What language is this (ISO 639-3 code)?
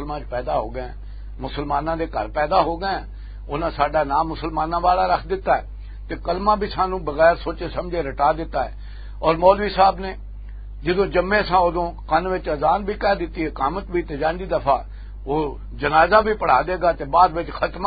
lah